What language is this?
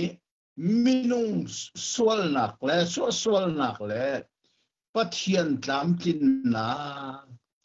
Hakha Chin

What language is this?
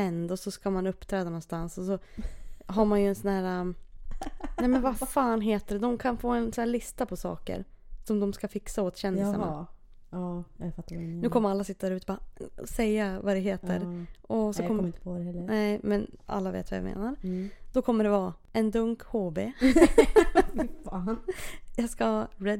Swedish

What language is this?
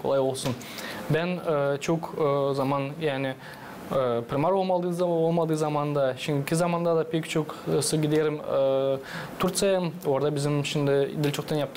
Gagauz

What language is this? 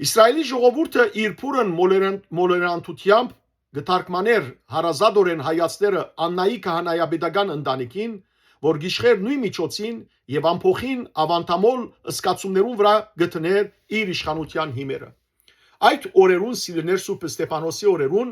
Western Armenian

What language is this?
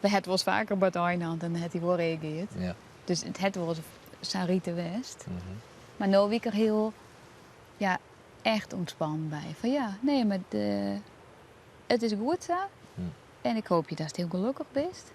Western Frisian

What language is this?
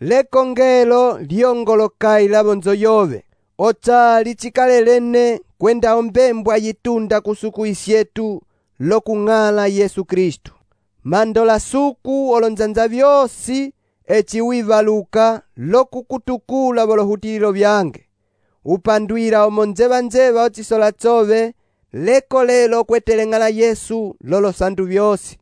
Umbundu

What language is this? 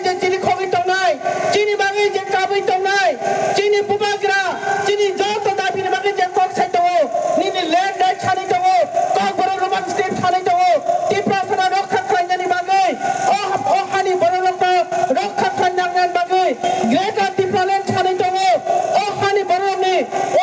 Kok Borok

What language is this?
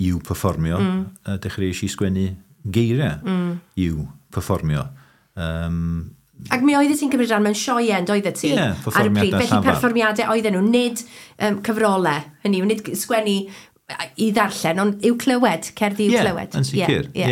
Welsh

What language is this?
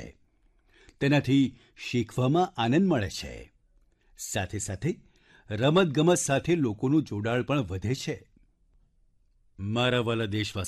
Gujarati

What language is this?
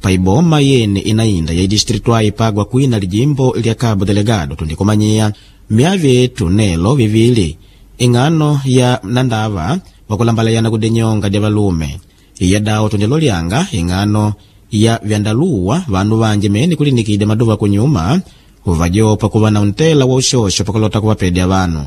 Makonde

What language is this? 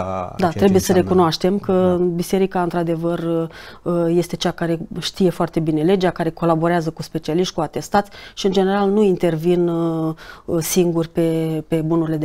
Romanian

